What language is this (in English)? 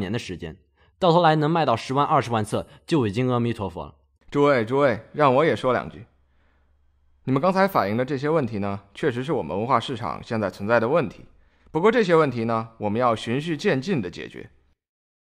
Chinese